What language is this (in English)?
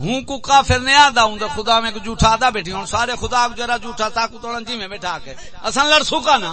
Saraiki